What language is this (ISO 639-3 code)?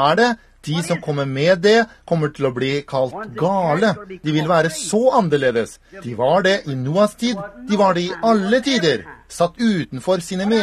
nor